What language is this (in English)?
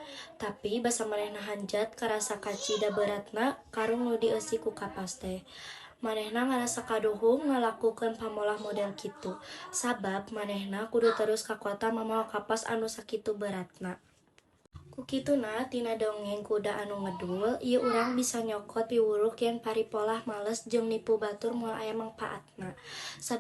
Sundanese